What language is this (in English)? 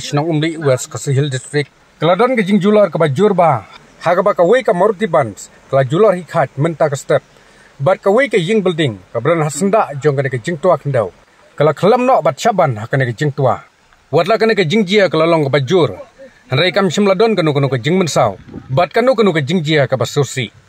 Khasi